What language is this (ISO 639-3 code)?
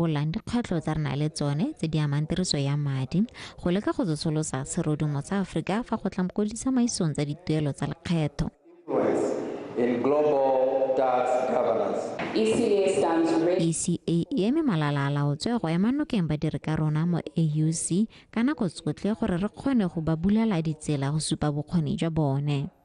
tsn